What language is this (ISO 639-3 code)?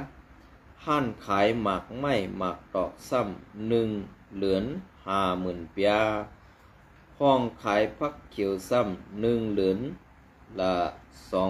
shn